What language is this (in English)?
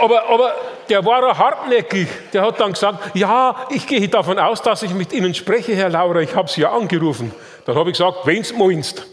Bavarian